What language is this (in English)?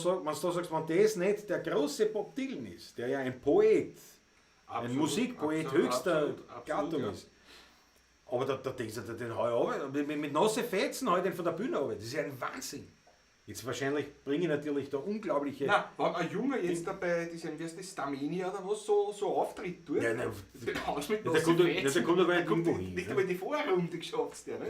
Bavarian